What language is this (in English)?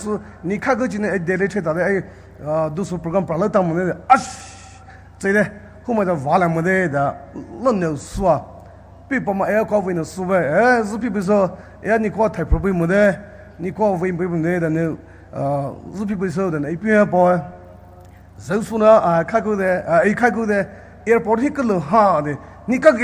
Poumei Naga